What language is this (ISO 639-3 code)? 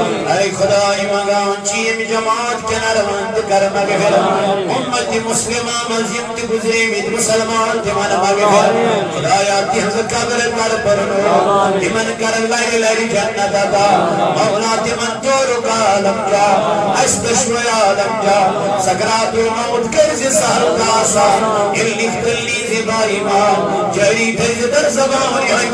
kas